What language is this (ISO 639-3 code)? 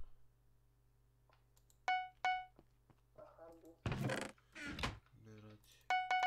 hrv